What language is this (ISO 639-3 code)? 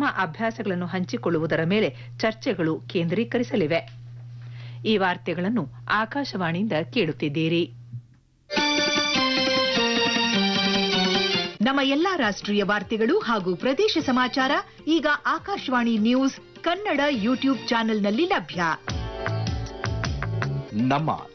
kan